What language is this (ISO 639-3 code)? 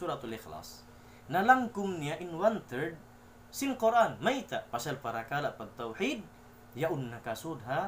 tsg